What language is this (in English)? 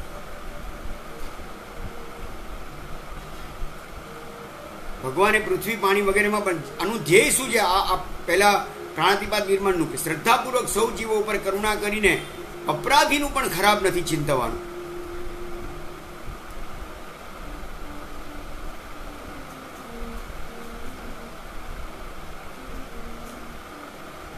Gujarati